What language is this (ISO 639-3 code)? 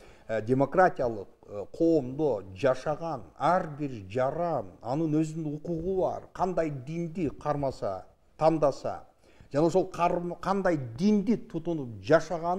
kir